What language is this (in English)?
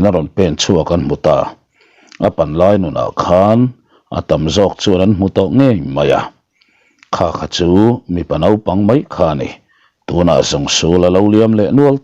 Mizo